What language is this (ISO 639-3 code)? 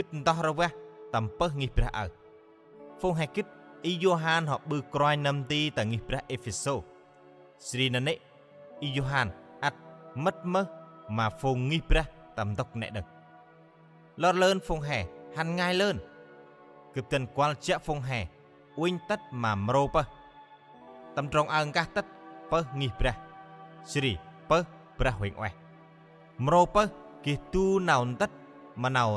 cmo